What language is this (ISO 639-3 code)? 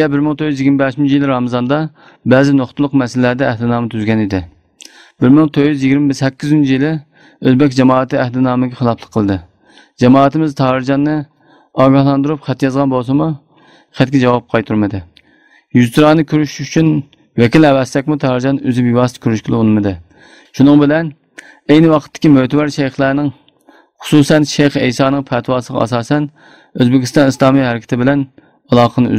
uig